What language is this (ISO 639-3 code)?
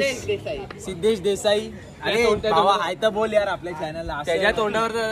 mar